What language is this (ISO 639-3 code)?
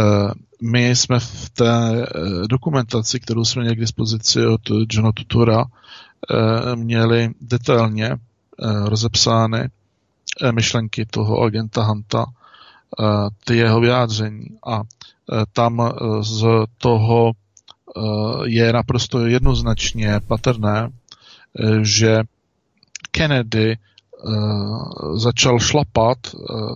ces